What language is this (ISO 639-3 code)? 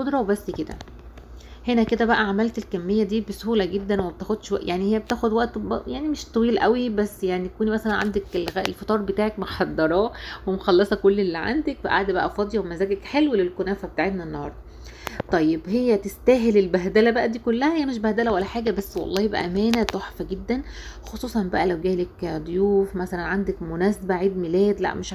arz